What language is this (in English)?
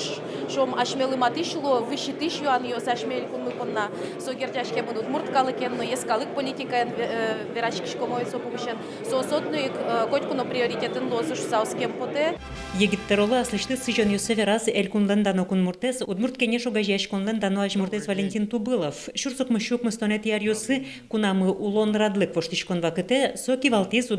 Udmurt